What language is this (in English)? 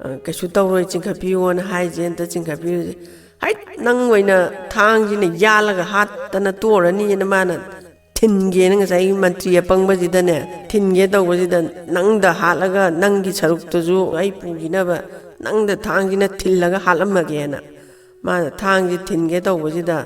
Manipuri